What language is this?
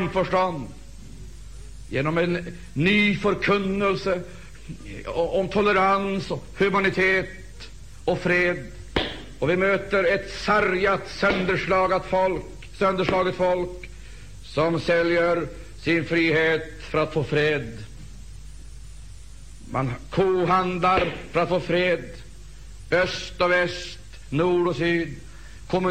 Swedish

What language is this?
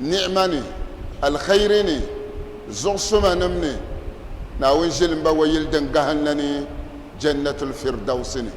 Dagbani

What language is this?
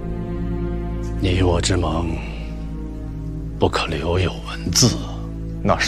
Chinese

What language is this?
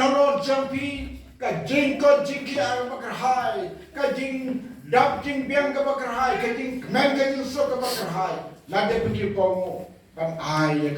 Khasi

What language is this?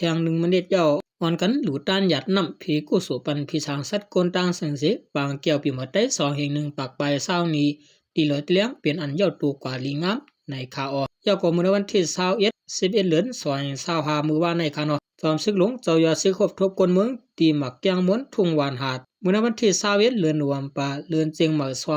Shan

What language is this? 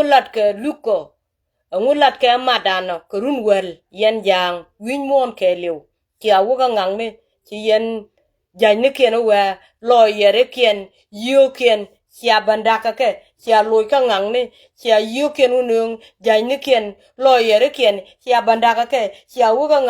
Nuer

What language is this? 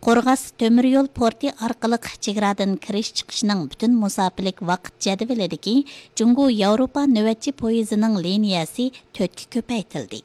Uyghur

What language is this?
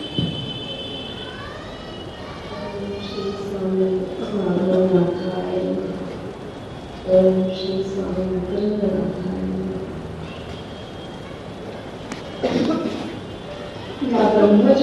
Marathi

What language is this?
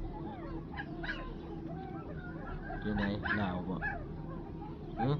Lao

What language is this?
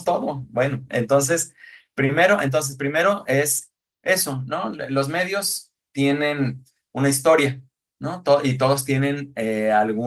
Spanish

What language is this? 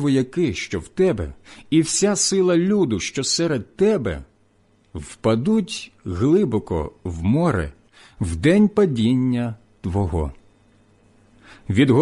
Ukrainian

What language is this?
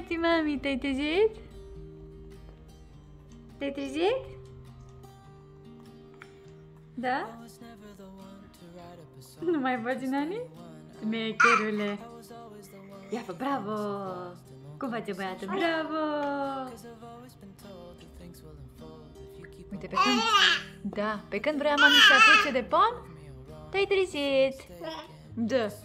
Romanian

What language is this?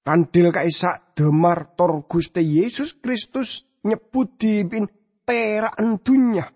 Madurese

